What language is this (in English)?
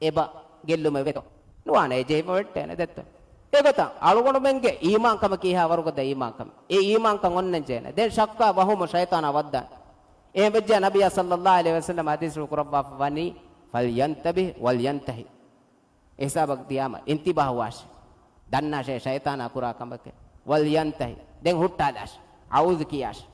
Divehi